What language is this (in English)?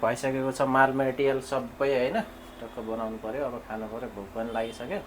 Nepali